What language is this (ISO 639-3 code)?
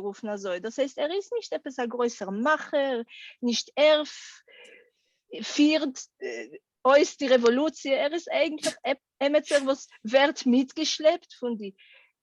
yid